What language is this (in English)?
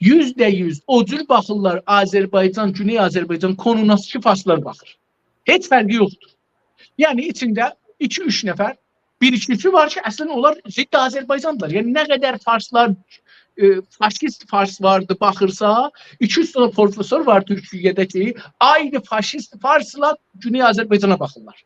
South Azerbaijani